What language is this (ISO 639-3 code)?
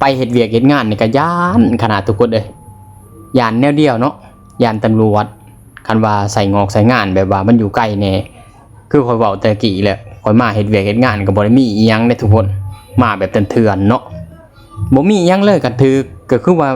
lao